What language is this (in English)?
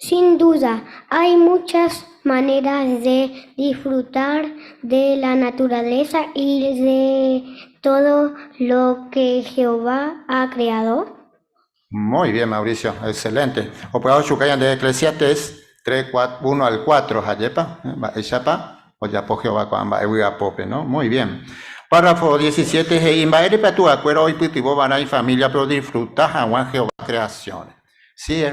Guarani